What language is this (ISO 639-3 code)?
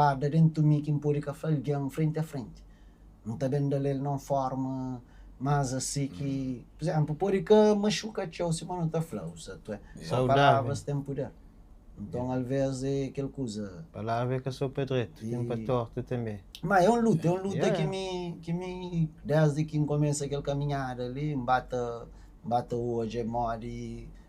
kea